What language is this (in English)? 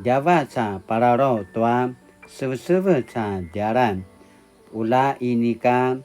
Paiwan